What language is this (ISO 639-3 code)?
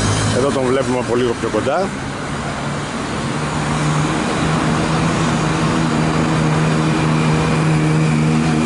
ell